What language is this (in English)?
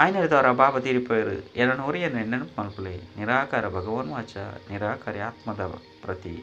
Tulu